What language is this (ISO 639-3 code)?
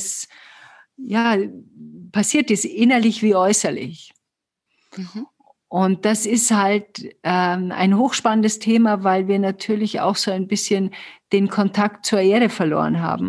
deu